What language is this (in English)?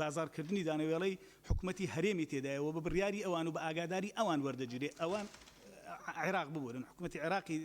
Central Kurdish